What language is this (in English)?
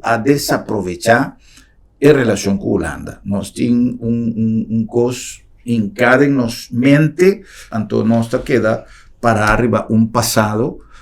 Papiamento